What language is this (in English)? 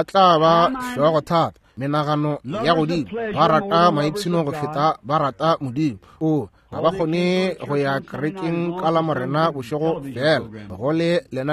Northern Sotho